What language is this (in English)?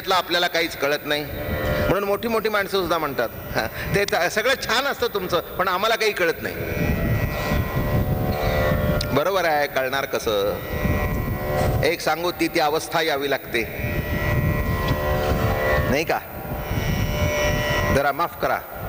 Marathi